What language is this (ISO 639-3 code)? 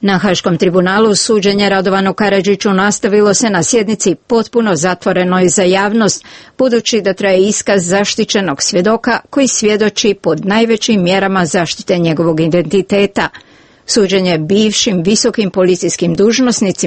hrv